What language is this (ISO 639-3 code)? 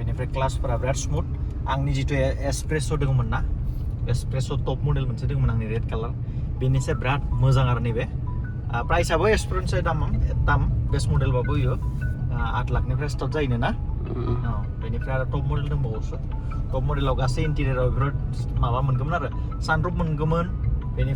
brx